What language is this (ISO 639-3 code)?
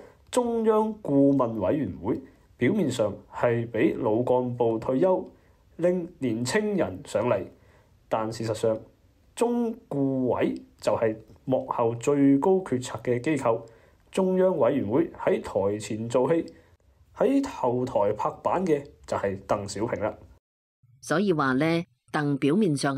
yue